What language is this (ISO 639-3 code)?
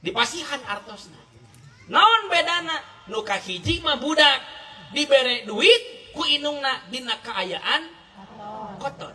sun